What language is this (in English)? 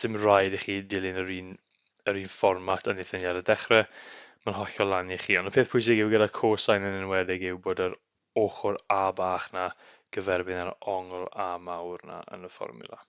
Welsh